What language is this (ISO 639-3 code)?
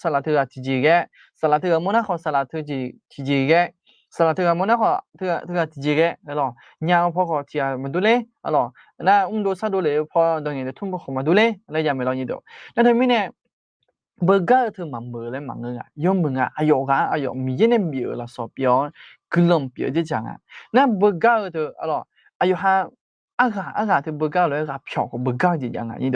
ahk